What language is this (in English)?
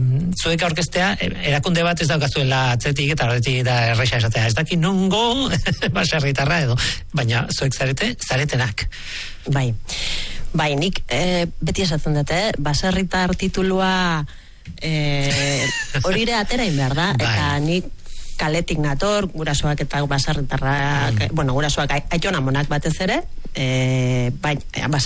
Basque